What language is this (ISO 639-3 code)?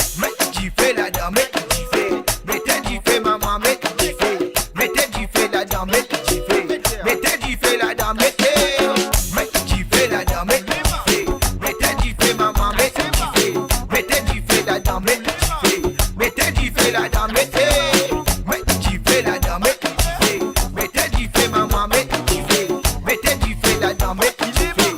mfe